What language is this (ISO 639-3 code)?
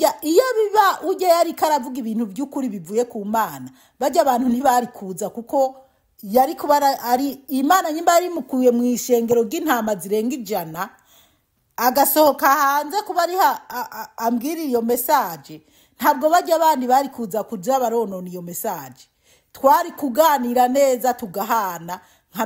run